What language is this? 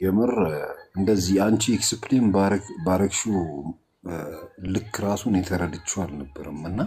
Amharic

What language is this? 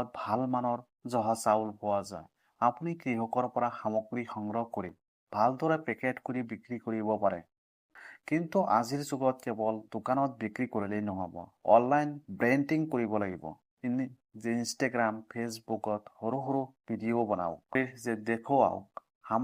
Assamese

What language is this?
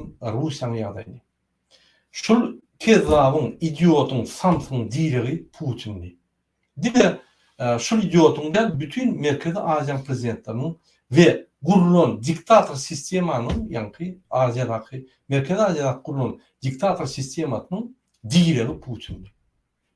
Turkmen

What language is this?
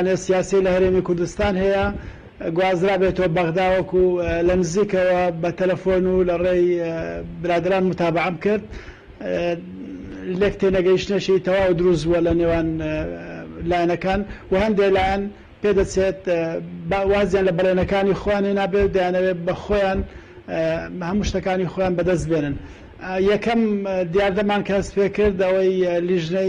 Central Kurdish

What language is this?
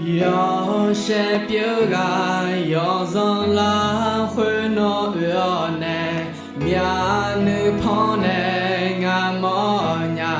Akha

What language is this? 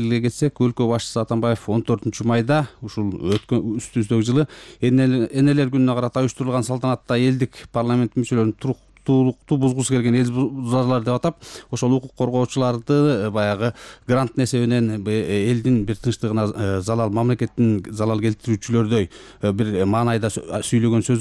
Kyrgyz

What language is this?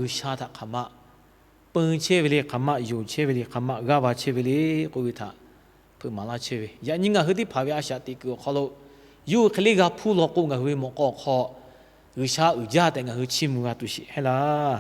Lahu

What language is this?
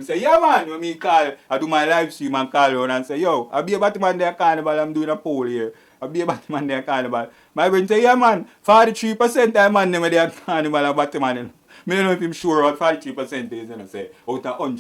Jamaican Creole English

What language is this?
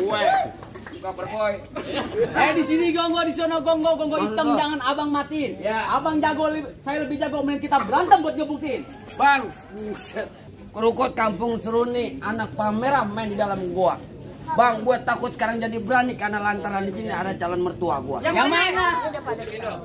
Betawi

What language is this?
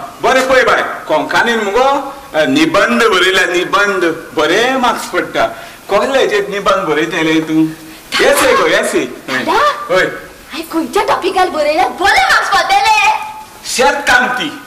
Konkani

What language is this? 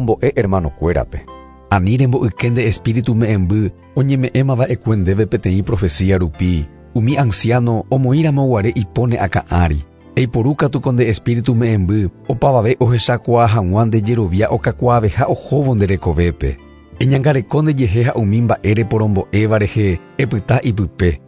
Guarani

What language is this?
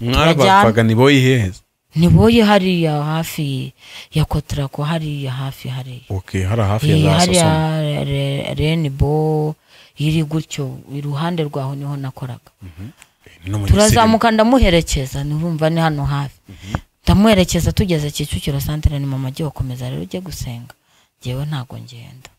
Kinyarwanda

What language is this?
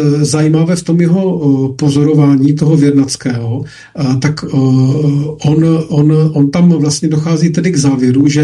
Czech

